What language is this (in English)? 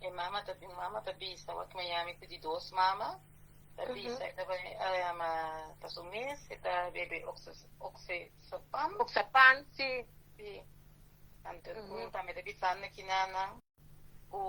Papiamento